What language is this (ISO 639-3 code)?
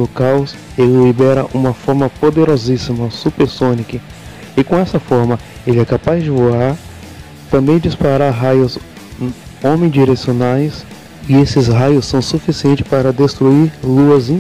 por